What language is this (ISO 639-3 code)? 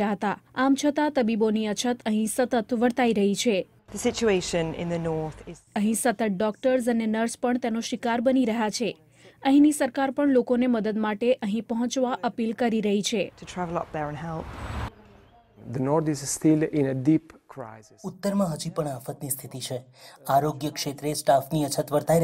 guj